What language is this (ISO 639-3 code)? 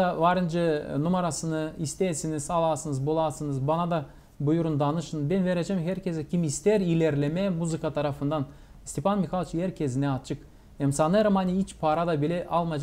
gag